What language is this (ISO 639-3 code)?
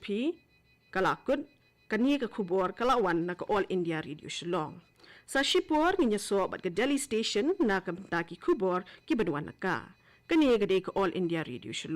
kha